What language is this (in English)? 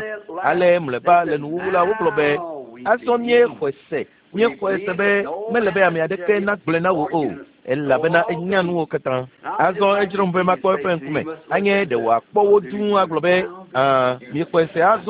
Ewe